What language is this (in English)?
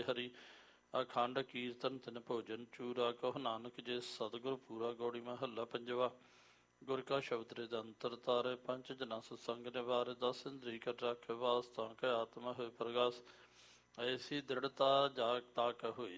Punjabi